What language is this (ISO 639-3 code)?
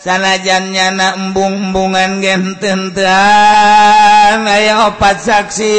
sun